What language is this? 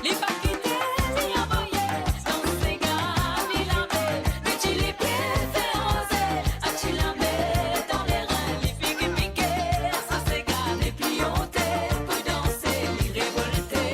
Morisyen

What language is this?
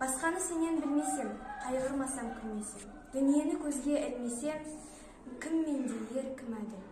Kazakh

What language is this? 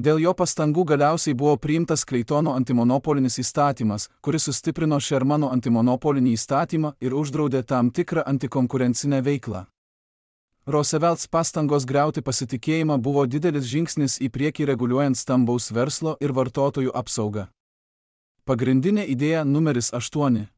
Lithuanian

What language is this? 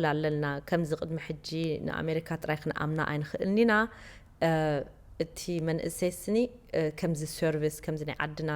Tigrinya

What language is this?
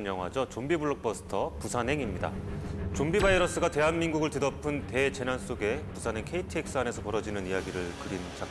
Korean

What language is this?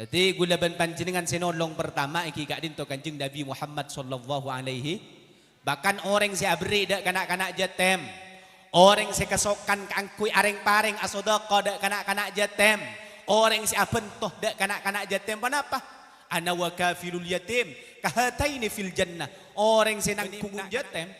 Madurese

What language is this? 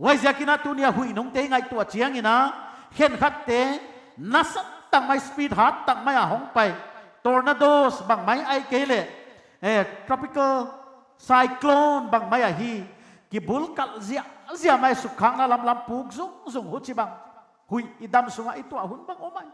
Paite Chin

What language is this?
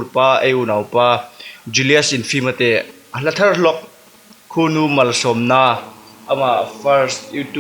Hmar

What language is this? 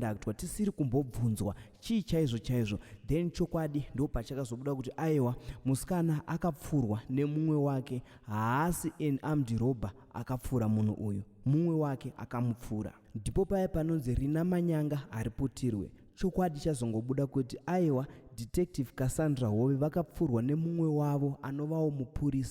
Shona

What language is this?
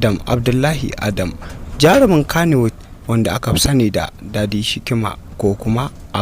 Hausa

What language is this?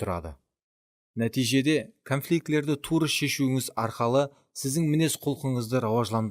Kara-Kalpak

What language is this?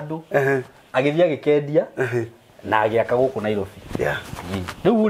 Kikuyu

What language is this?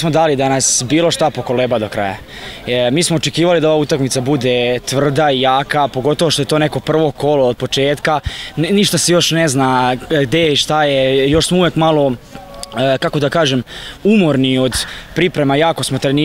Serbian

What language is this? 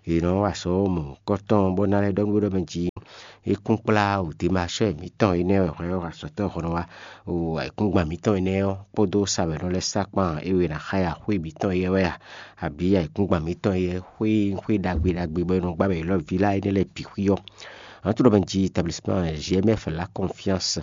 Fon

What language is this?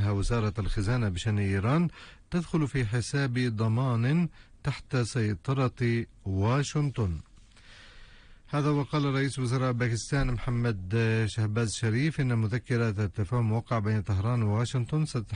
Arabic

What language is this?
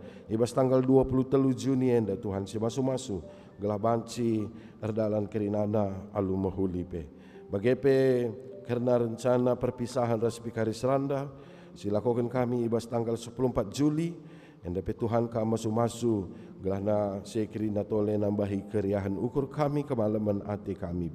Batak Karo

